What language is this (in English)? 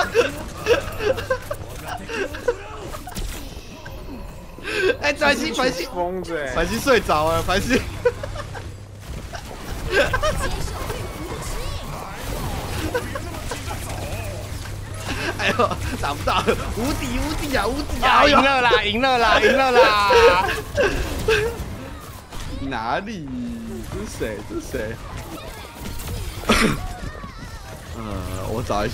Chinese